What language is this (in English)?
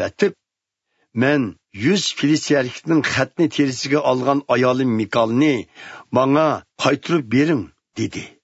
Uyghur